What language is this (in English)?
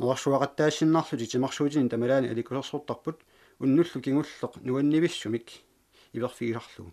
Kalaallisut